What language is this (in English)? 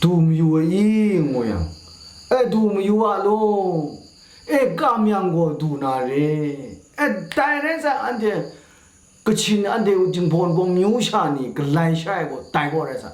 Kachin